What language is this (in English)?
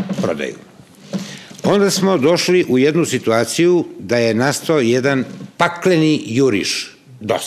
Serbian